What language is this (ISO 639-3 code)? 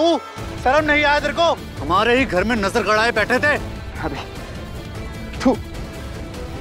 hin